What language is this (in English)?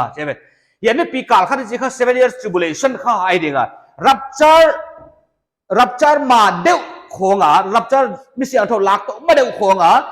Paite Chin